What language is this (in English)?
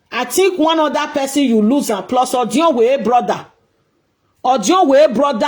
Nigerian Pidgin